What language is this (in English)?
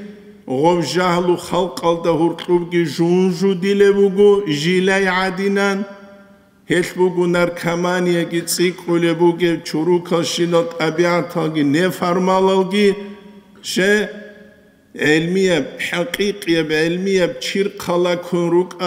Avaric